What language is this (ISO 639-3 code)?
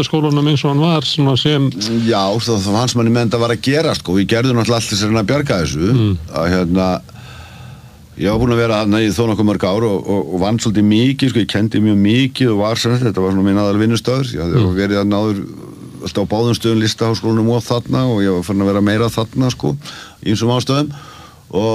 isl